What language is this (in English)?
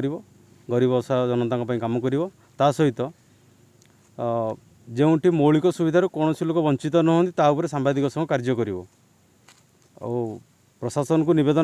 Odia